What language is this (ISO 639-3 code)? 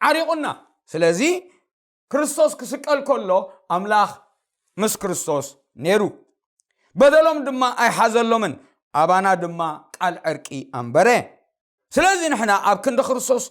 tir